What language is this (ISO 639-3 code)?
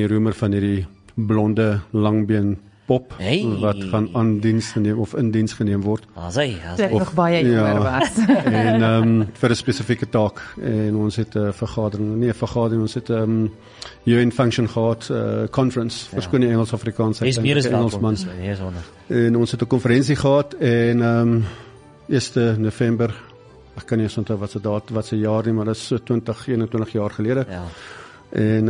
afr